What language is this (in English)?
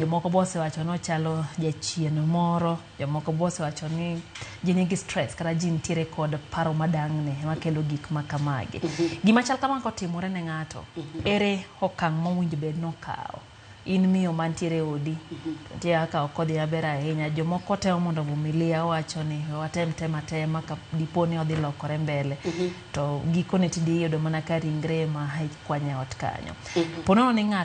Luo (Kenya and Tanzania)